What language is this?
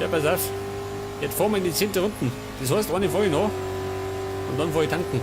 Bavarian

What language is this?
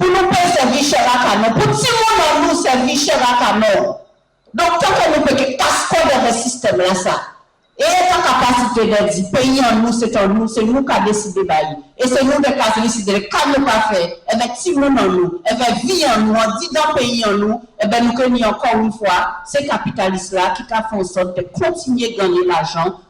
Guadeloupean Creole French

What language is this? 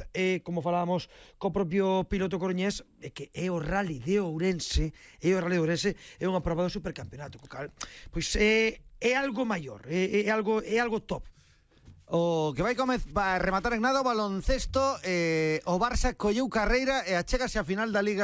Galician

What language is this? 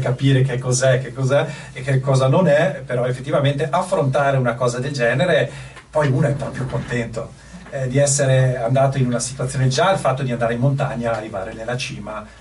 Italian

